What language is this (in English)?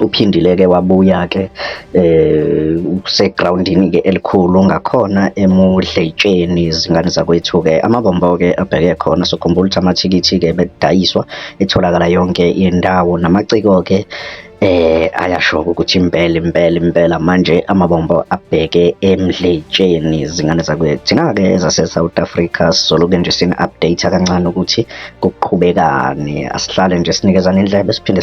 Zulu